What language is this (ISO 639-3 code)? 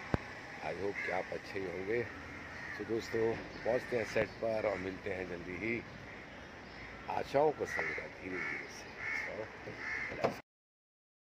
hin